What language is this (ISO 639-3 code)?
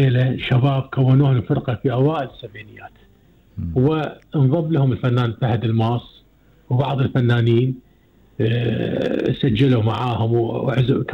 afb